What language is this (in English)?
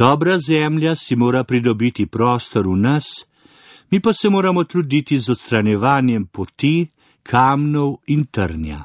Slovenian